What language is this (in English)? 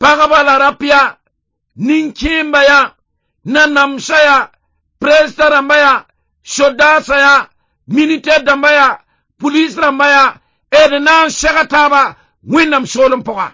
Mossi